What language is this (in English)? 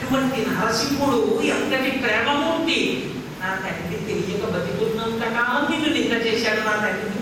Telugu